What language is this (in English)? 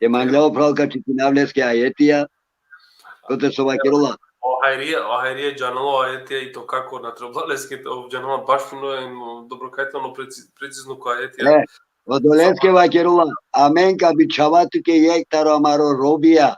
Balkan Romani